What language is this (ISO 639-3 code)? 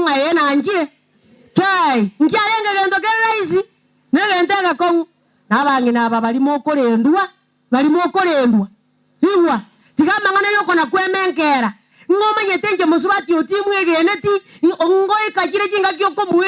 guz